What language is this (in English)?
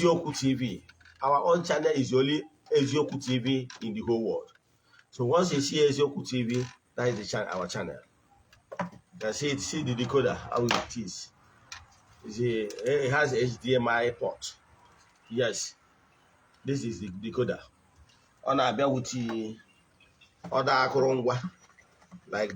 Igbo